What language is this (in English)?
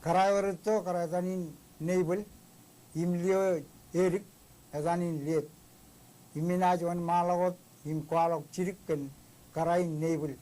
Marshallese